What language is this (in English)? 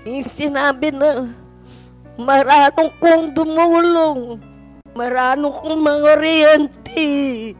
Pampanga